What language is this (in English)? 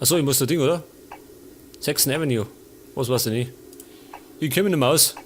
Bavarian